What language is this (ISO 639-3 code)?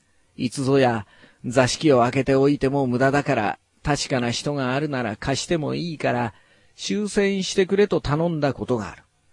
jpn